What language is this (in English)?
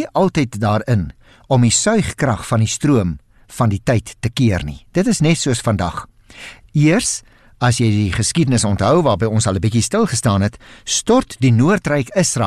Afrikaans